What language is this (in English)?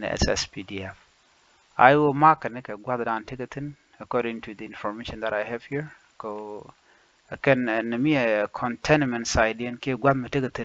Nuer